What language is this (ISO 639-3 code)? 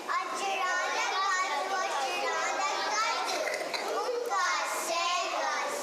moh